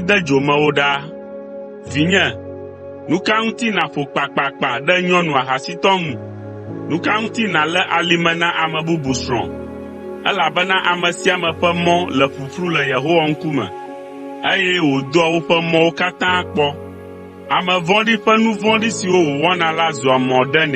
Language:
Ewe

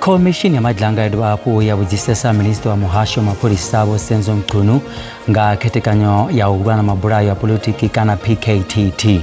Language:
Venda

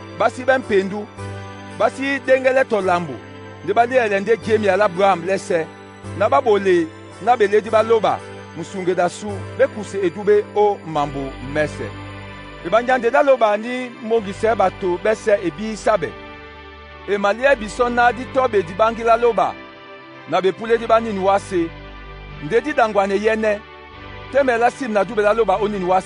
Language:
Duala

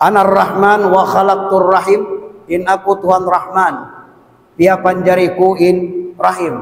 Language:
Tausug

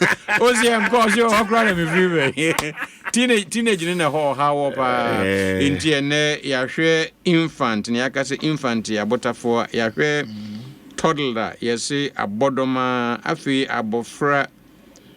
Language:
Akan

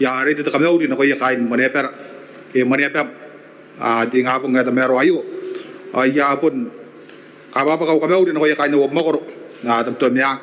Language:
Gilbertese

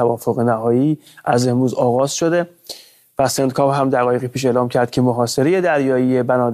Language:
Persian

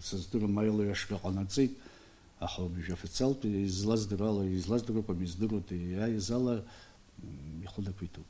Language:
Abkhazian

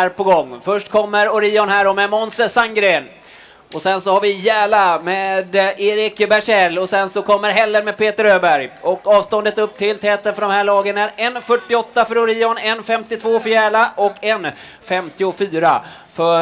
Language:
Swedish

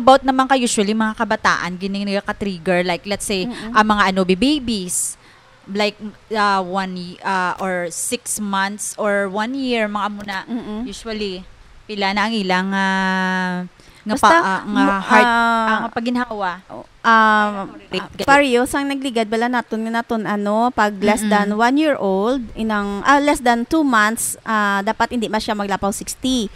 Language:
Hiligaynon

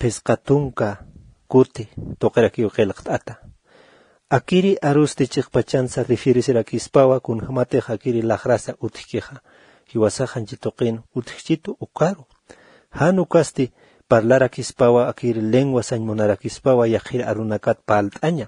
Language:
Aymara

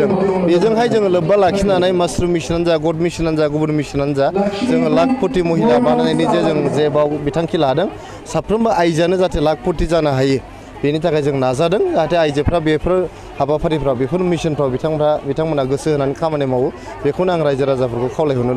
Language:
Bodo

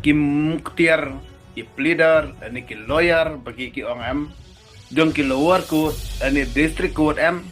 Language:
Khasi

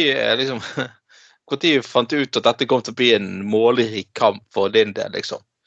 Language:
Norwegian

